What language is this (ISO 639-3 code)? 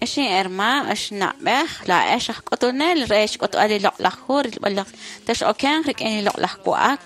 kek